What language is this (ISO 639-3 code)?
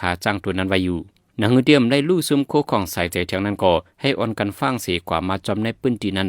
shn